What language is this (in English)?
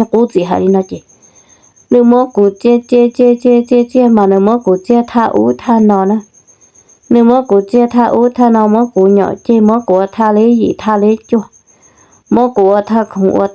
Hmong